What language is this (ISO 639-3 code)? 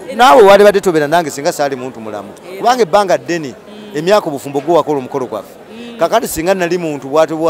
lug